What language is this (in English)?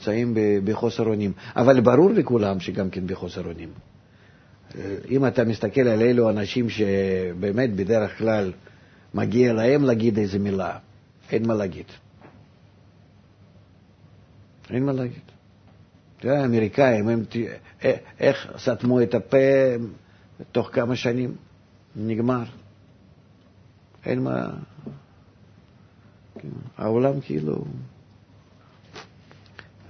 Hebrew